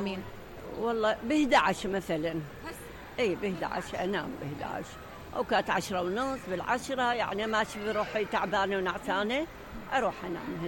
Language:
Mesopotamian Arabic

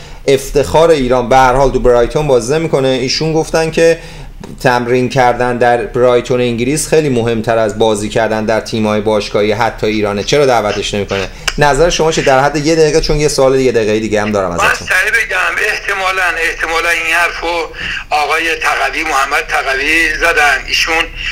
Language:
Persian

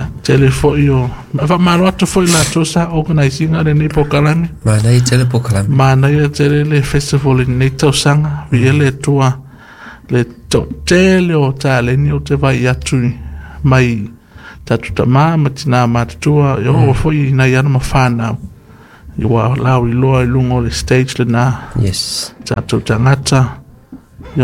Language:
Samoan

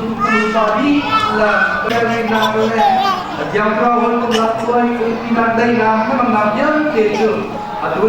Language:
Hakha Chin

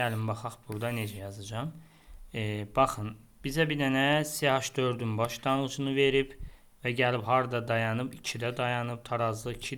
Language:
Azerbaijani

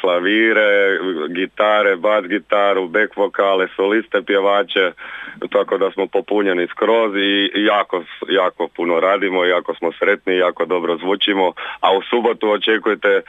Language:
Croatian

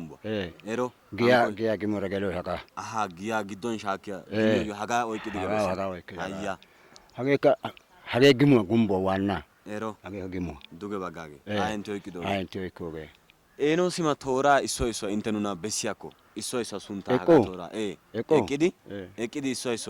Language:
Wolaytta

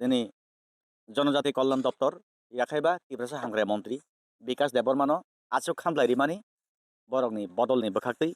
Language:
Kok Borok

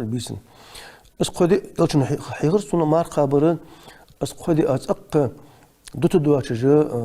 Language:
Ingush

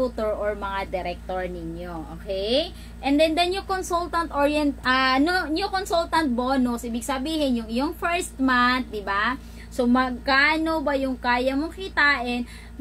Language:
Filipino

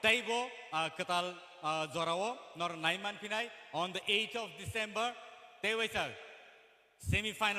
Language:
Kok Borok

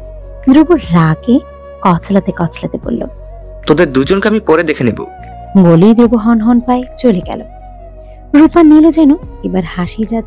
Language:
Bangla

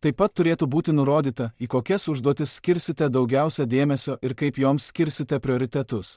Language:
Lithuanian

